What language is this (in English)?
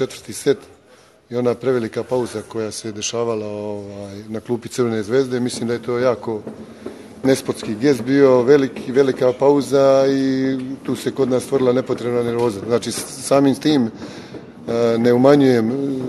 Serbian